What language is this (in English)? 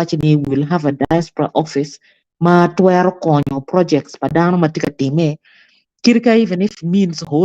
Acoli